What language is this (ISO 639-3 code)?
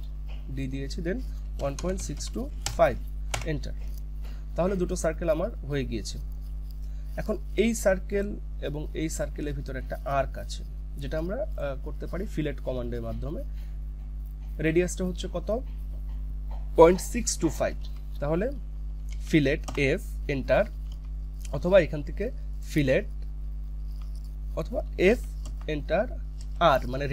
ben